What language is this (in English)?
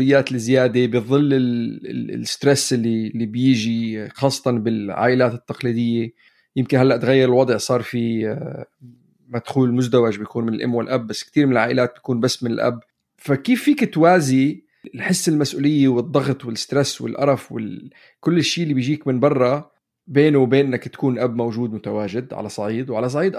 North Levantine Arabic